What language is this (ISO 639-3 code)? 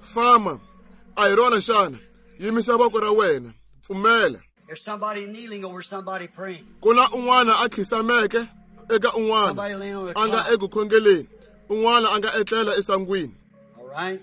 tso